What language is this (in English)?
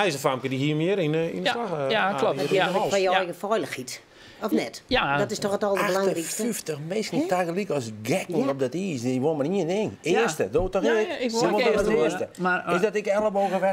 Western Frisian